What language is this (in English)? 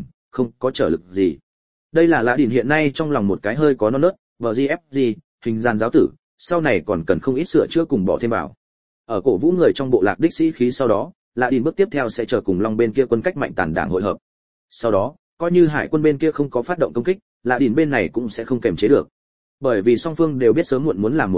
Vietnamese